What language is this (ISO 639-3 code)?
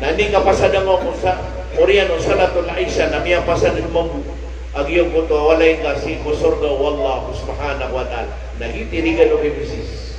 mrw